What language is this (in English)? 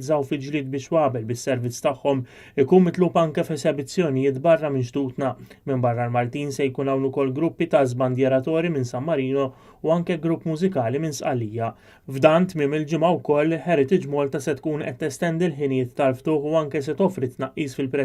Maltese